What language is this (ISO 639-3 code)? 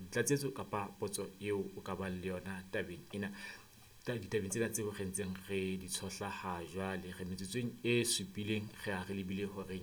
sot